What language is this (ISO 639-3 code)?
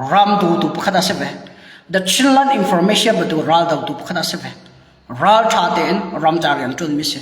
cnh